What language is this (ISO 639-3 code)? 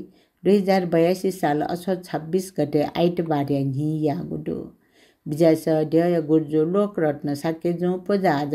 new